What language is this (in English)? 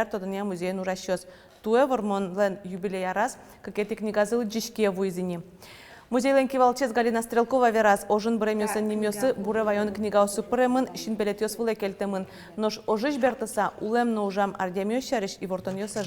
Udmurt